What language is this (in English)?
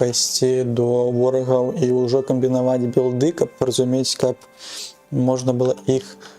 Belarusian